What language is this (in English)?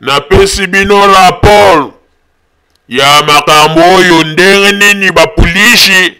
Lingala